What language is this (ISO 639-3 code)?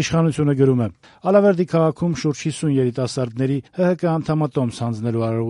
hye